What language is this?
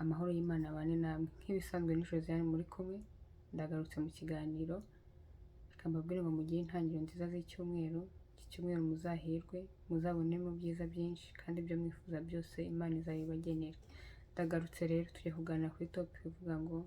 Kinyarwanda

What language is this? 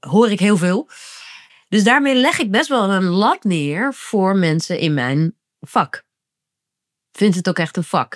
Dutch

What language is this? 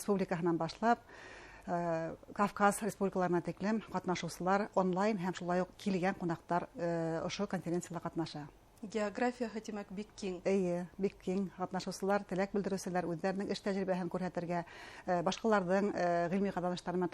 Bashkir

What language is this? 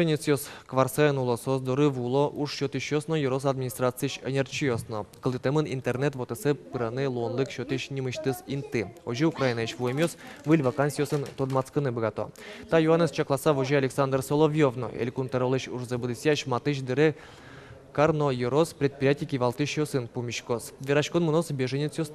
Udmurt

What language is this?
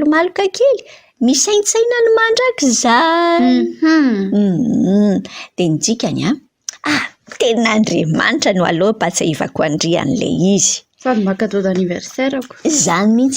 Malagasy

